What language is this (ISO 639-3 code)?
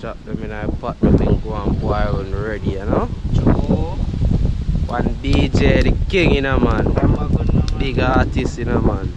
jam